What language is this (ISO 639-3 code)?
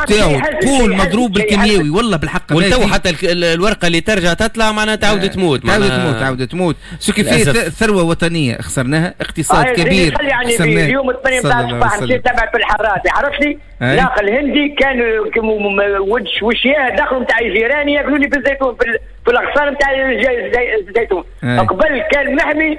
aeb